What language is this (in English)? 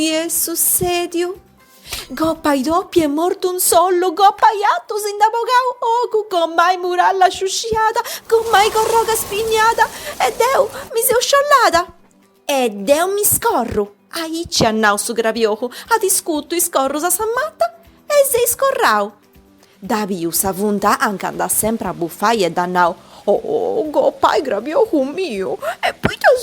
Sardinian